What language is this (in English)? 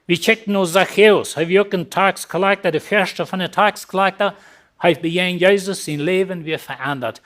Plautdietsch